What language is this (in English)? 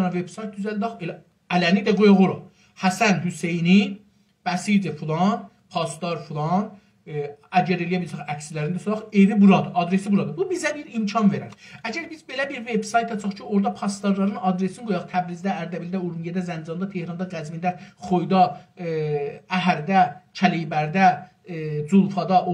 South Azerbaijani